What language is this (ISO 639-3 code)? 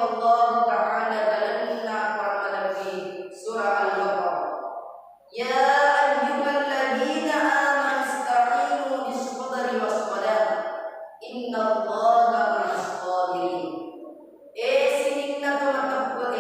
bug